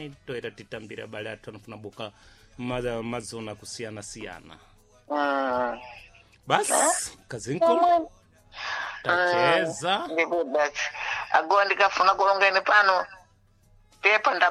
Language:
Sena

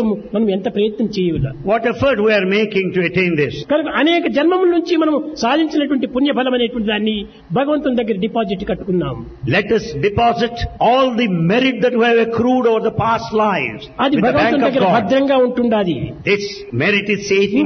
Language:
Telugu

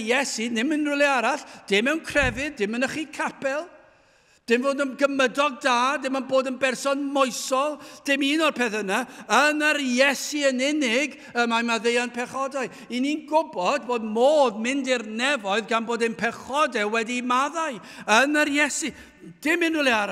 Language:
Welsh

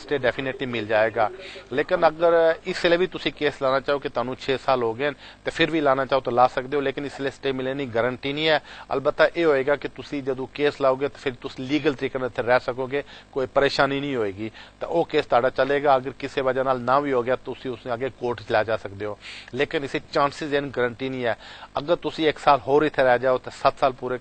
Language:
Punjabi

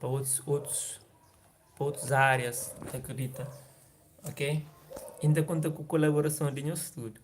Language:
Kabuverdianu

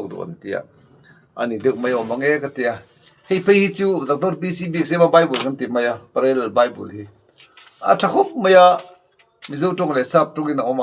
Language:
Mizo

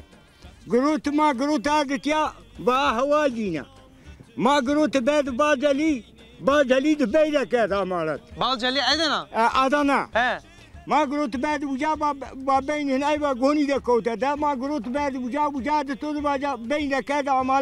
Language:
Zaza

